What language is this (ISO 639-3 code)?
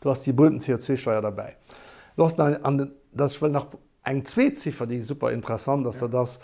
ltz